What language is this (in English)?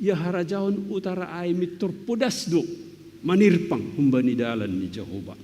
Batak Simalungun